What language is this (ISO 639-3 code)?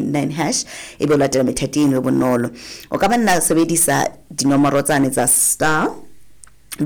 sot